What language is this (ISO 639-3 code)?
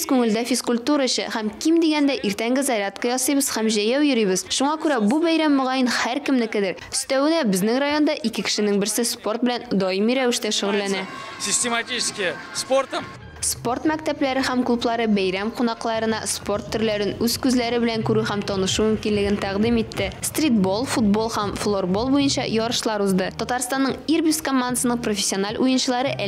tat